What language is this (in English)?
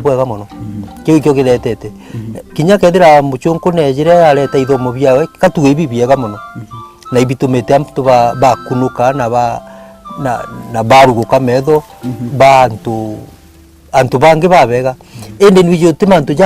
Meru